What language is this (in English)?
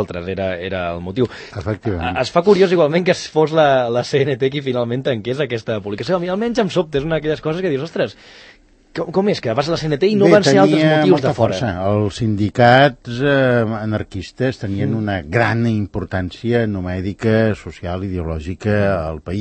Catalan